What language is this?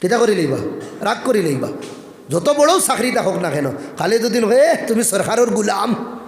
Sylheti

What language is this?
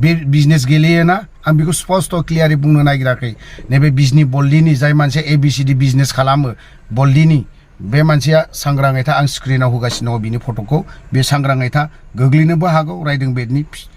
Bodo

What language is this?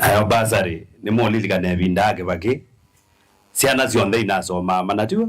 Kamba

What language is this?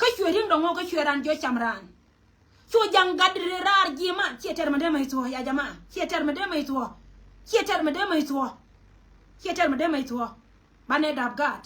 Nuer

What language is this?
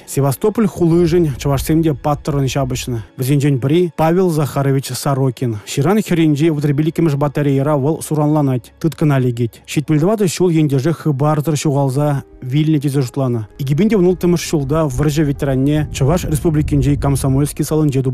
Chuvash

